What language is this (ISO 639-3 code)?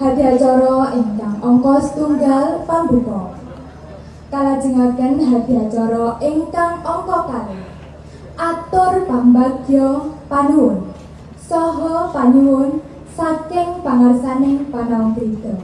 jav